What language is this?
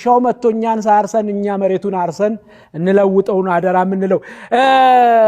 Amharic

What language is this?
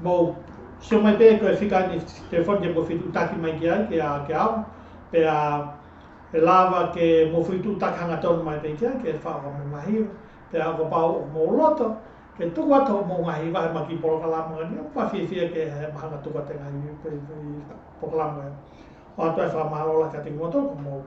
Tongan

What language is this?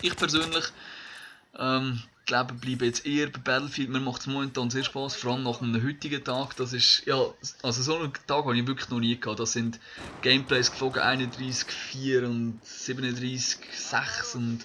Swiss German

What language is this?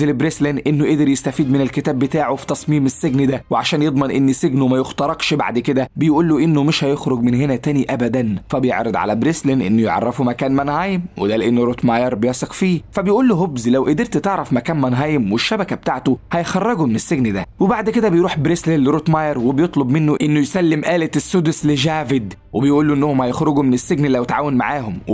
Egyptian Arabic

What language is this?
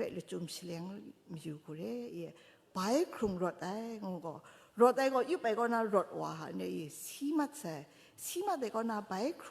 Kachin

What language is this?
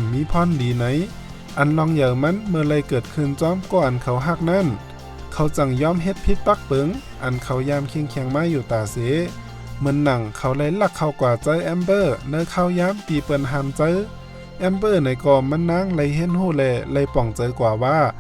Shan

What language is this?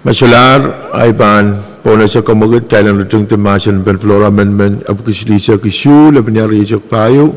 Pohnpeian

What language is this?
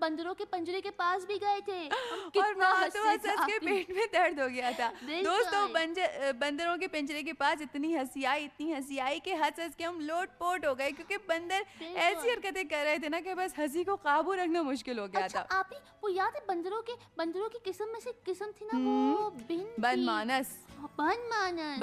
Hindi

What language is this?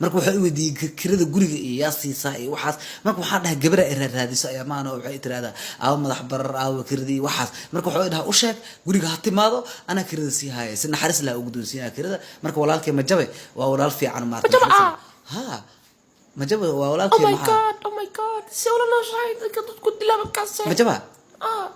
Somali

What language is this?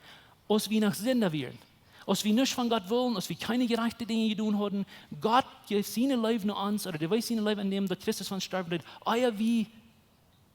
Plautdietsch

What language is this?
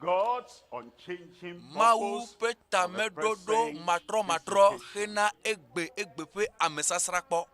Ewe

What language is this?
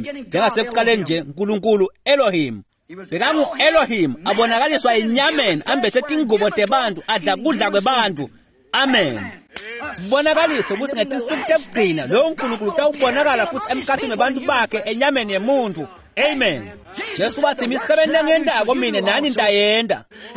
Swati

